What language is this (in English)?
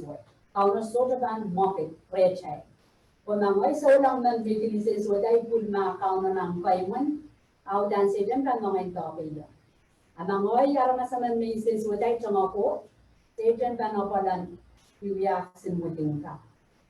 Pohnpeian